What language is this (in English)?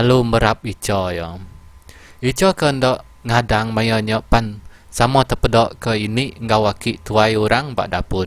Iban